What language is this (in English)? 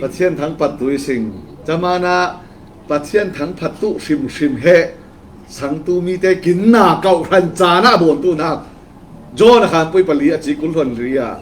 Falam Chin